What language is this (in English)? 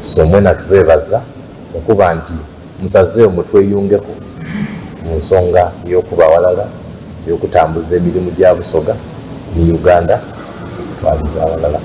Soga